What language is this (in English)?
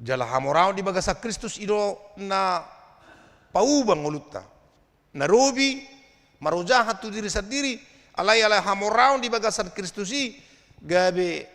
Batak Toba